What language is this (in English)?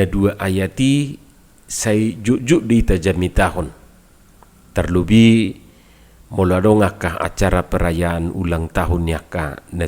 Batak Toba